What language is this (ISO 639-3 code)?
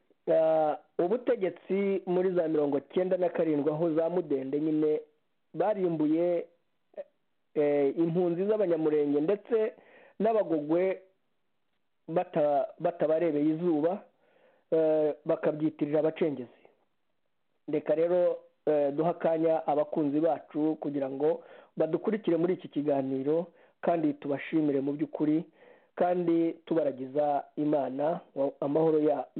kin